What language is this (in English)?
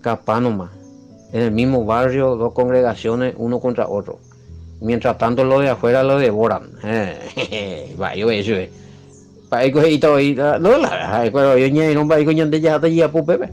Guarani